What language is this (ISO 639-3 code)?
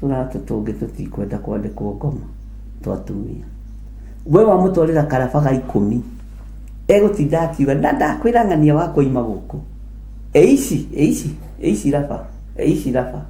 kik